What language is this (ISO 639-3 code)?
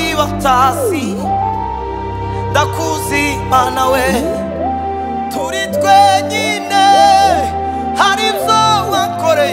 kin